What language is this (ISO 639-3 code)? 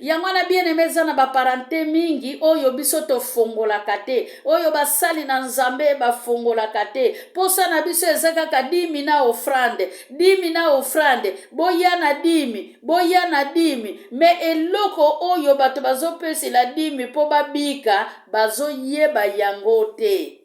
lin